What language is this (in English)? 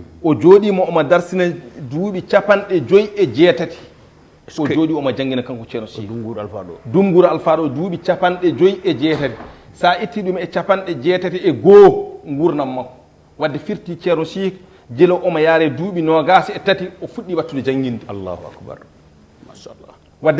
Fula